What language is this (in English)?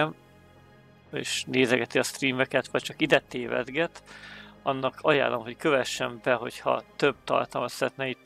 Hungarian